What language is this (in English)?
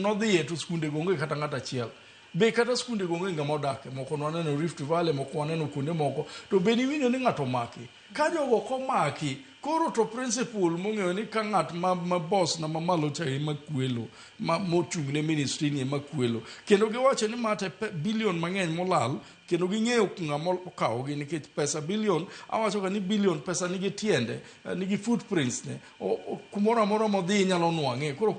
Luo (Kenya and Tanzania)